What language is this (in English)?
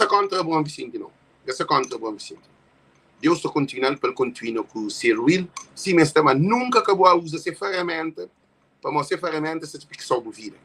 Kabuverdianu